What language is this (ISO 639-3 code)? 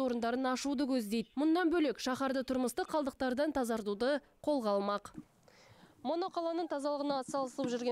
kaz